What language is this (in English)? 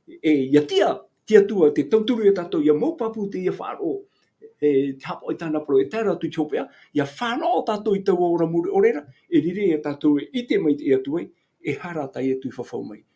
Tahitian